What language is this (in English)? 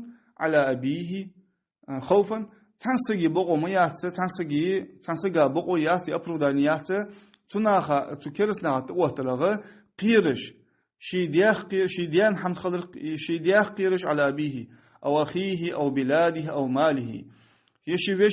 Ingush